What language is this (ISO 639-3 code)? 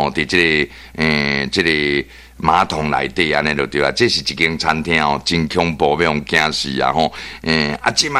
nan